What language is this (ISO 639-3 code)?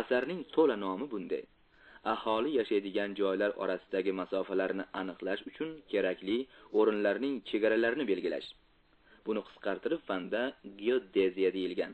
uzb